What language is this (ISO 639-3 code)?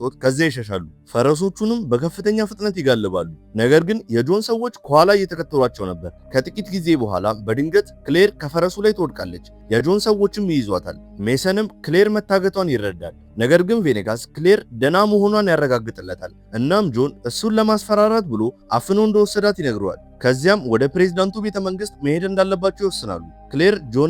amh